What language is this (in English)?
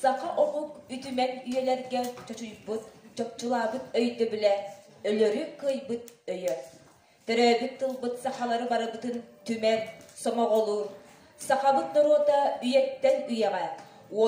Yakut